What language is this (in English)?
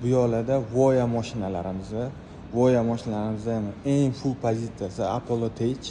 Uzbek